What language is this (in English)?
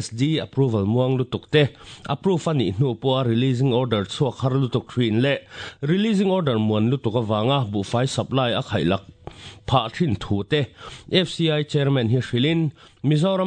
Mizo